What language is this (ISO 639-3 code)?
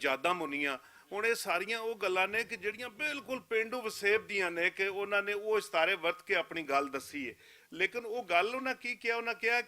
lah